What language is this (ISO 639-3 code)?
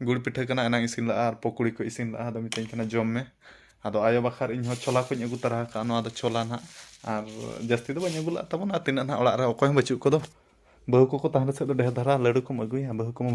sat